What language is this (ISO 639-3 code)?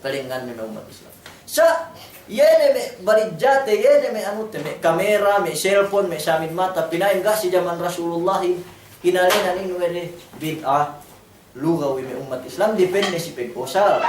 yka